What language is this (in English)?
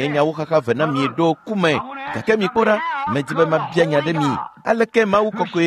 Ewe